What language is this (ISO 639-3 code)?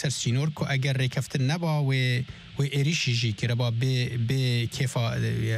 kur